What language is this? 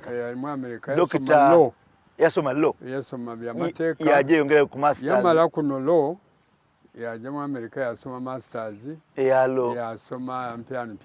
Soga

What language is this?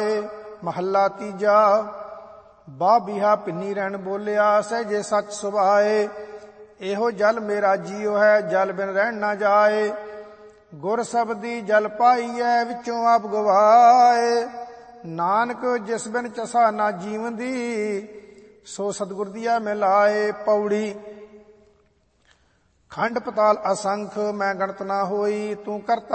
Punjabi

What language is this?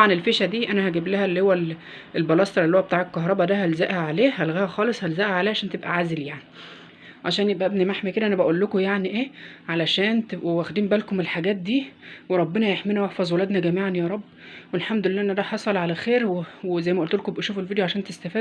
Egyptian Arabic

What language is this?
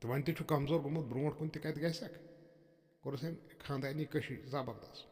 Kashmiri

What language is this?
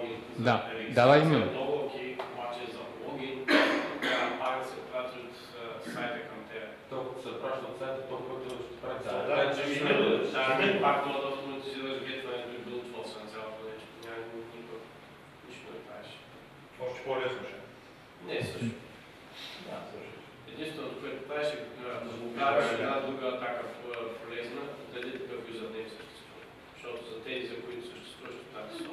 Bulgarian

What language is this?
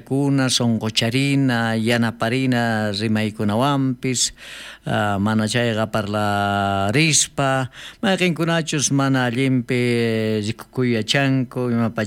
South Bolivian Quechua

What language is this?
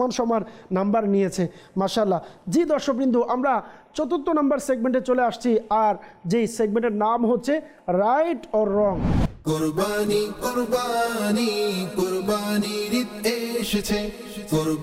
Bangla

